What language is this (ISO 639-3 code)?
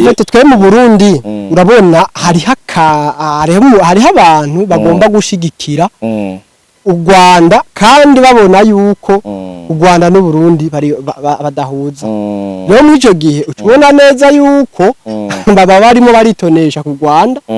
run